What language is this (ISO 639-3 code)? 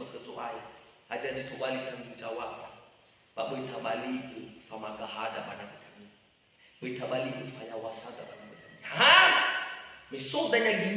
nia